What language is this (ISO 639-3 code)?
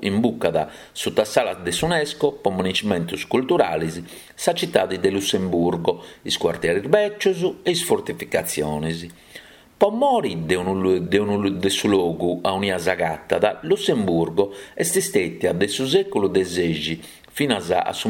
srd